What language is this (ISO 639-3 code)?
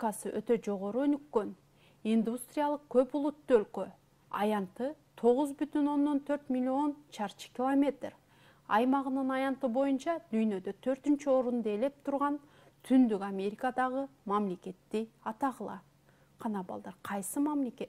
kir